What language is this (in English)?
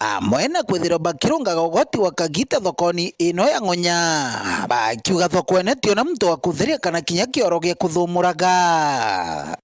Meru